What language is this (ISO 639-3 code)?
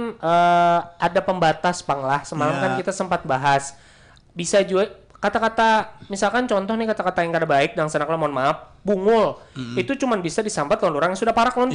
bjn